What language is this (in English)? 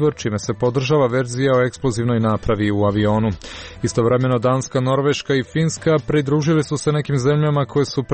Croatian